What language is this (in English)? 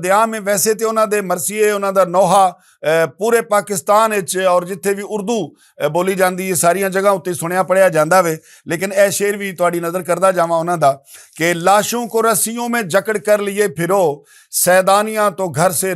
Western Panjabi